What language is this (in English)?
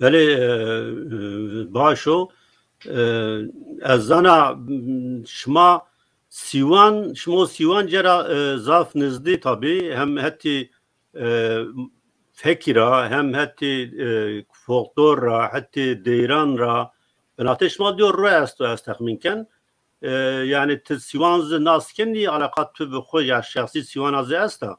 Zaza